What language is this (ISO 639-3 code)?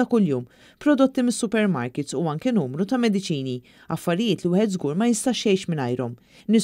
mlt